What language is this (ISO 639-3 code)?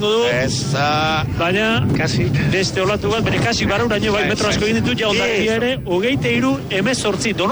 eus